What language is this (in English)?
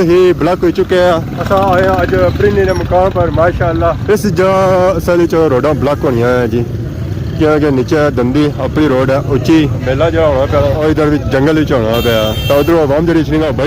Pahari-Potwari